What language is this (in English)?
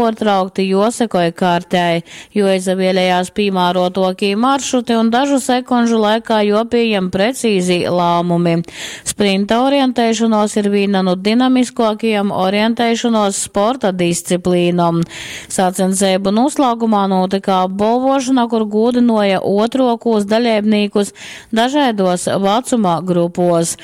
Latgalian